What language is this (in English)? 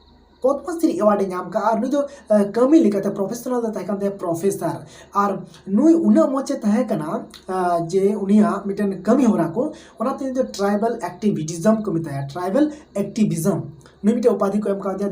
Santali